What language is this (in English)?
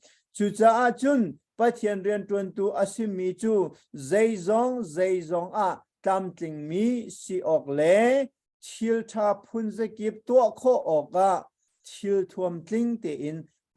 Hakha Chin